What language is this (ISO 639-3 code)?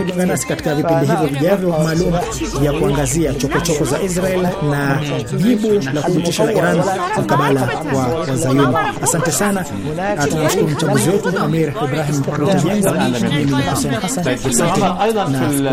swa